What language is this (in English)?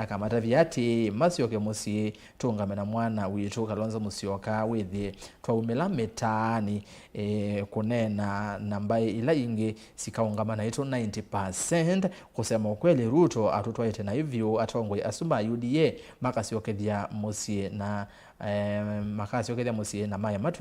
Kamba